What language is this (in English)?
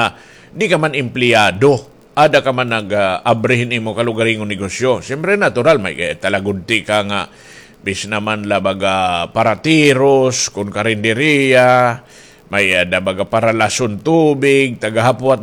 Waray